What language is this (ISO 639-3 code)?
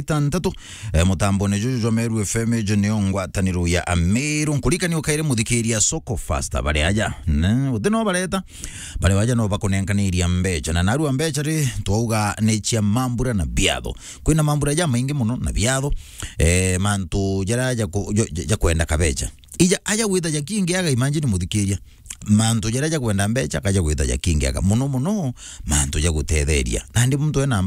mer